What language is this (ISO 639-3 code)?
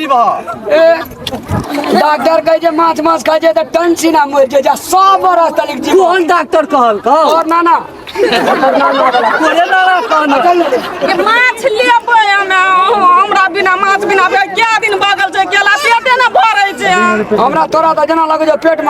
mai